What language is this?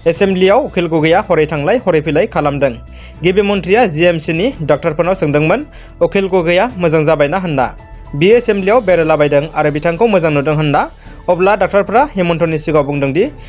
Bodo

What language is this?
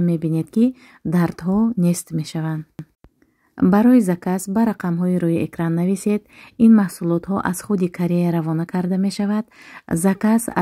Tajik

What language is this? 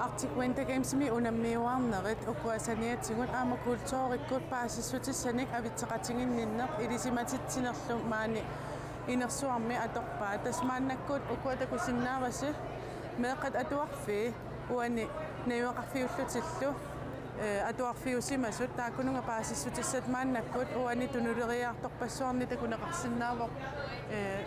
Kalaallisut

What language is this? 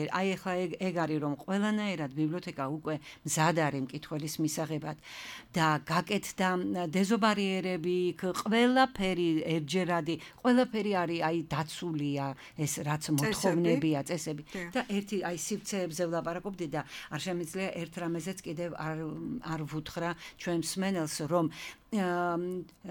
Georgian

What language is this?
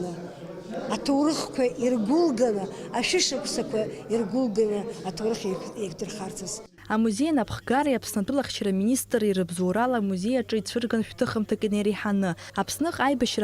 Abkhazian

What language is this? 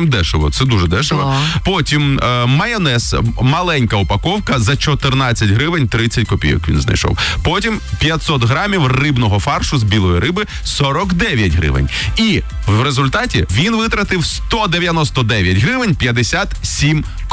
Ukrainian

